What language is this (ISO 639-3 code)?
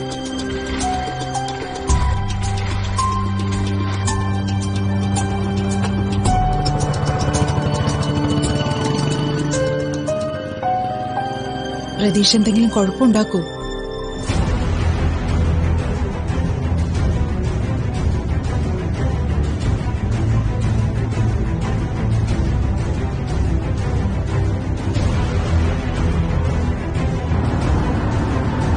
mal